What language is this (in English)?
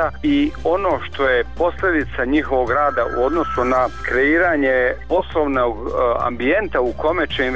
Bosnian